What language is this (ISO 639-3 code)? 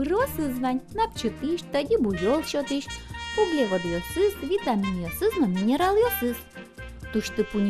udm